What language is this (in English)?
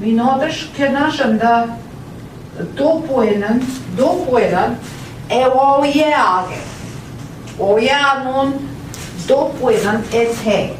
Central Ojibwa